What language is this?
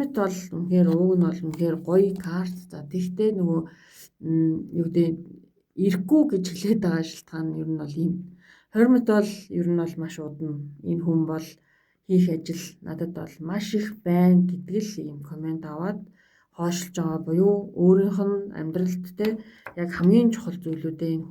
Mongolian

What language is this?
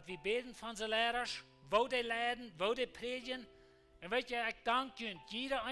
Plautdietsch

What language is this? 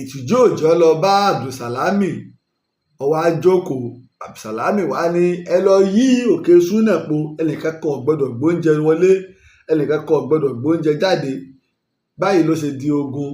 Yoruba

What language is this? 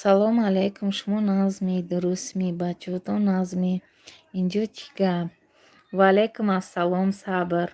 Tajik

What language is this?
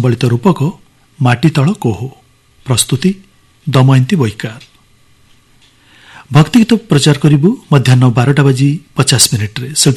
Odia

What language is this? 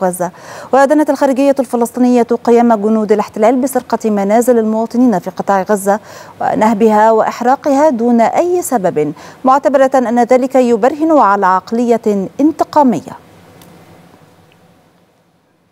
Arabic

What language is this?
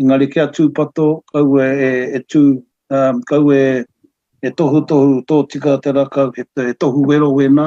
Māori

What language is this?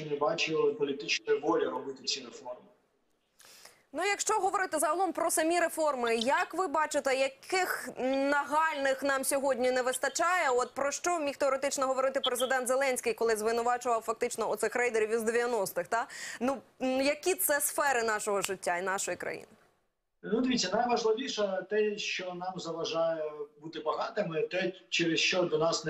Ukrainian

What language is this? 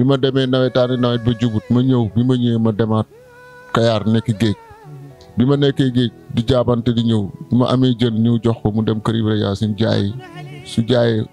Wolof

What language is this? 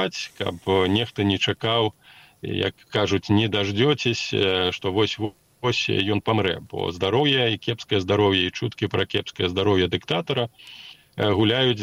Belarusian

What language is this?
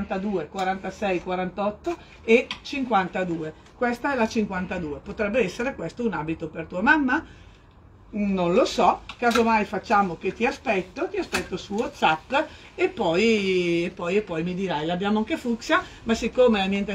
Italian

